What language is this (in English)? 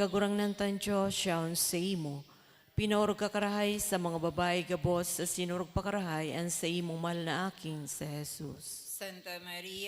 Bikol